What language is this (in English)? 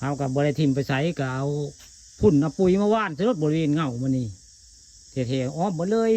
Northeastern Thai